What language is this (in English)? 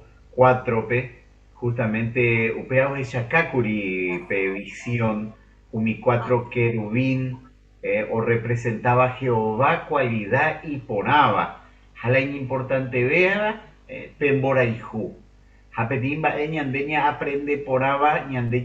Guarani